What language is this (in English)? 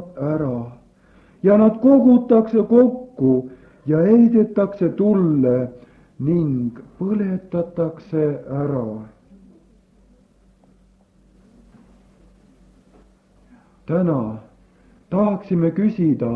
Estonian